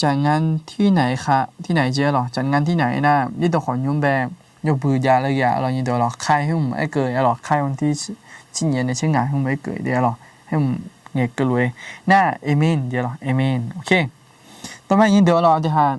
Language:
Akha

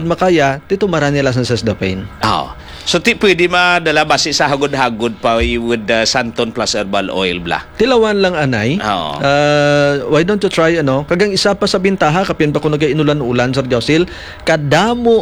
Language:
Hiligaynon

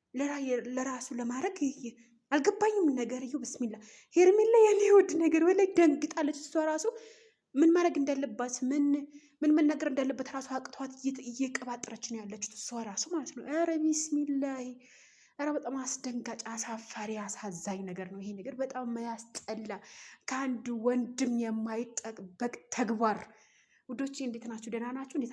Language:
Amharic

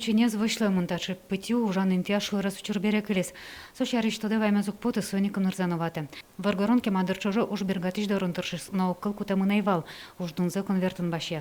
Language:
Udmurt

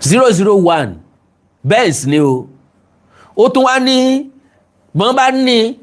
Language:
Yoruba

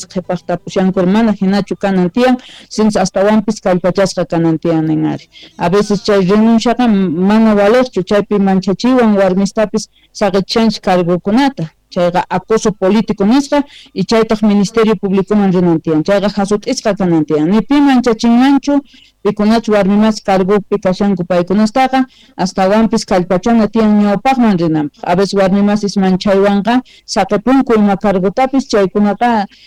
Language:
South Bolivian Quechua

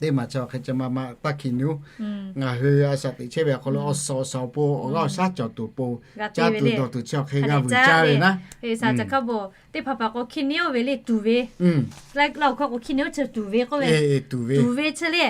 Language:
Lahu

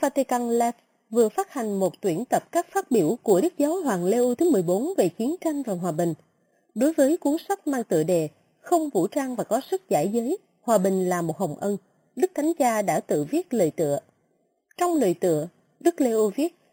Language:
Vietnamese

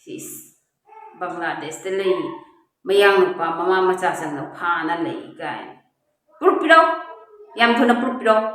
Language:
Manipuri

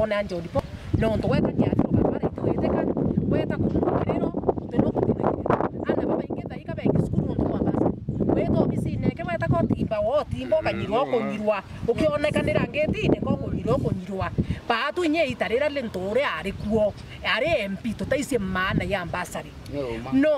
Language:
Meru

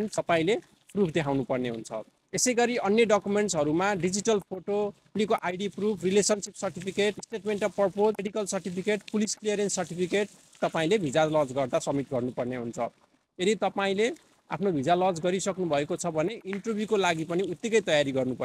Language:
Nepali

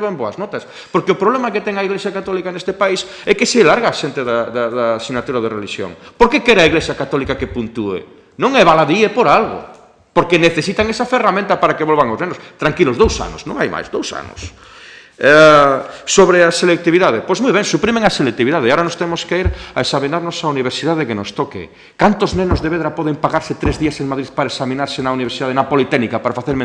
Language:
Galician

